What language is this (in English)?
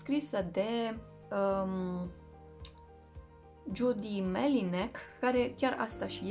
Romanian